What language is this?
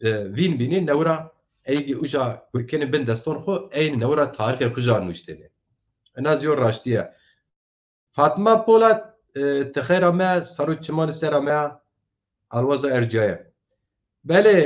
Zaza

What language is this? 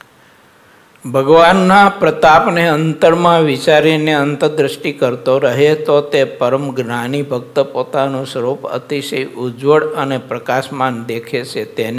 Gujarati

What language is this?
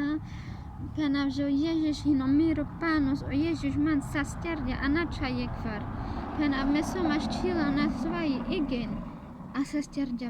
Carpathian Romani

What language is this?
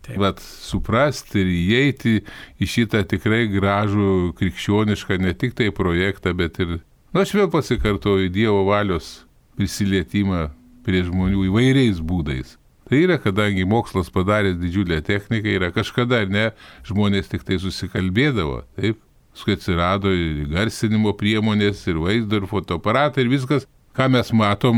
Lithuanian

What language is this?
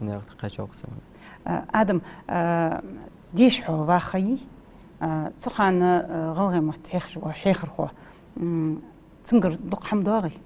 Ingush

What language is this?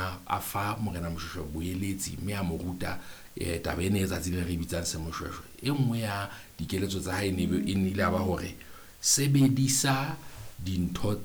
Southern Sotho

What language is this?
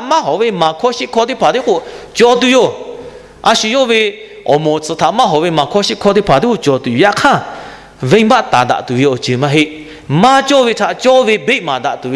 Lahu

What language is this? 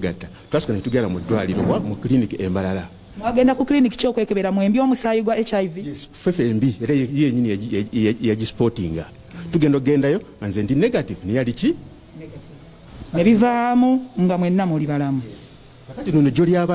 Ganda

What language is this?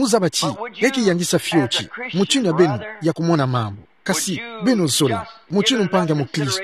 Kituba (Democratic Republic of Congo)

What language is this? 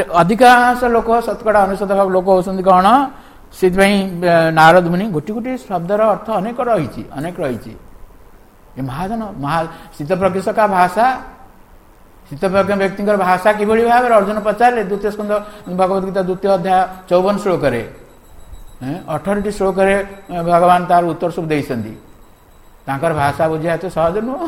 Odia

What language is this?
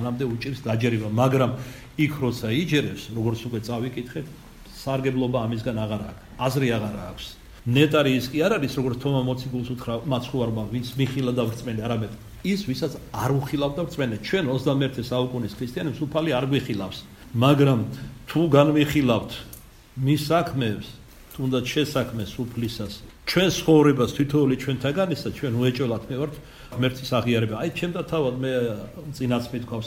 Georgian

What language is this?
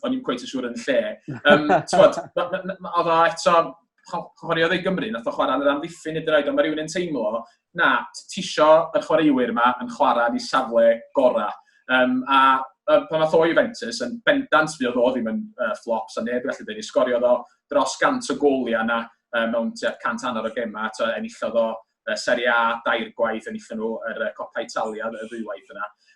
Welsh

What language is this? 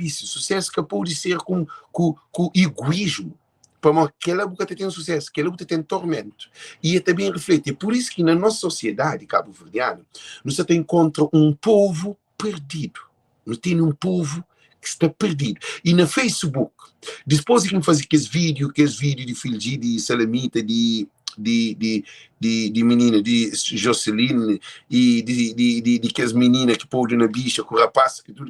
Kabuverdianu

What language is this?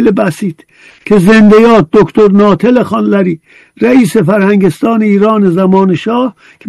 Persian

